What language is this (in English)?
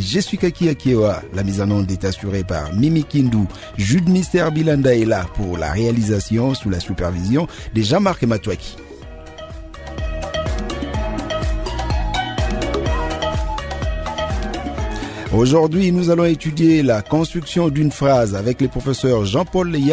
French